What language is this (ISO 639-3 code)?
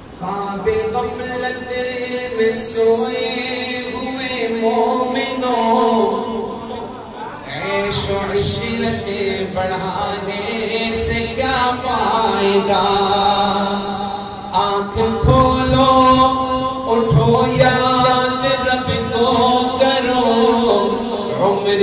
urd